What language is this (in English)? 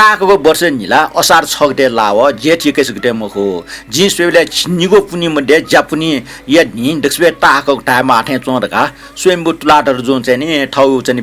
Newari